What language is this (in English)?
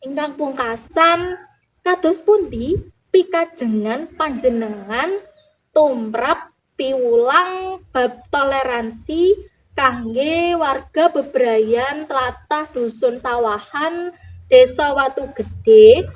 Javanese